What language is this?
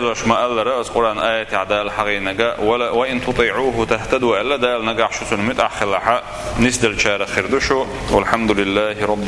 Chechen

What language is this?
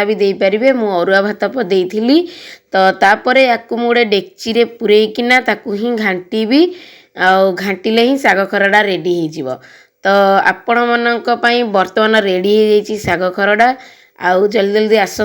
Odia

